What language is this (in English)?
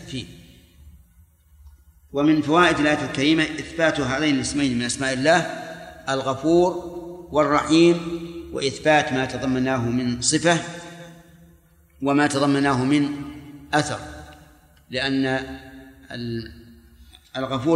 Arabic